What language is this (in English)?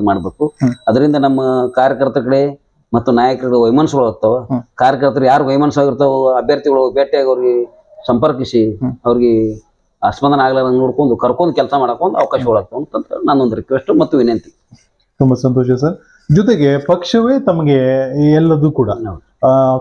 Kannada